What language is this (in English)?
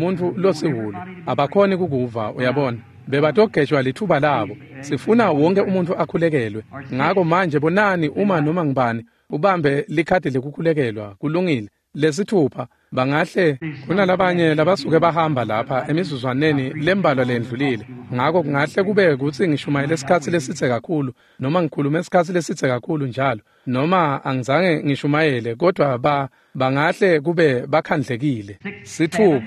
Swati